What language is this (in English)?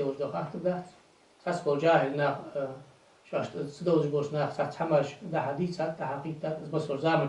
Ingush